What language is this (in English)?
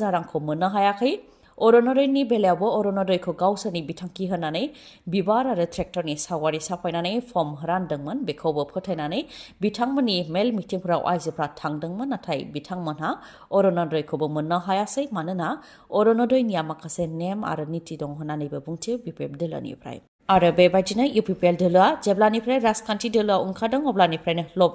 Bodo